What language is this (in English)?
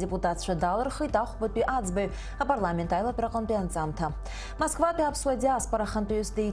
Abkhazian